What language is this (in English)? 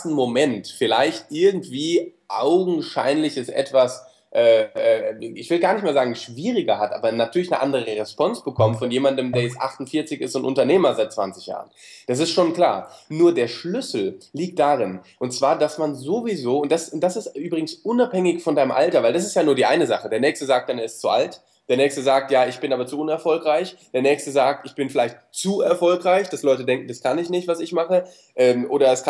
German